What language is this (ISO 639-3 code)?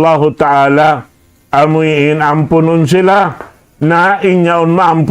tsg